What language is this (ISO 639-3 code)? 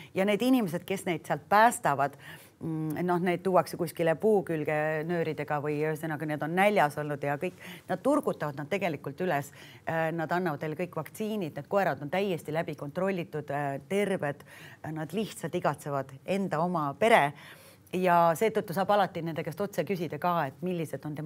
est